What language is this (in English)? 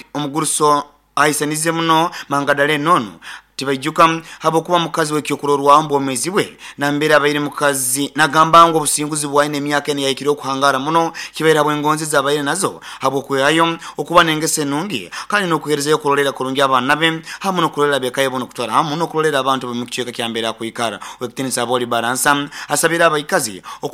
Nyoro